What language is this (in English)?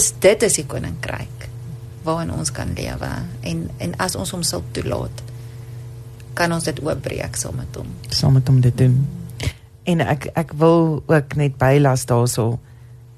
Afrikaans